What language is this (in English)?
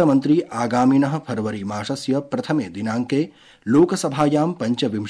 Sanskrit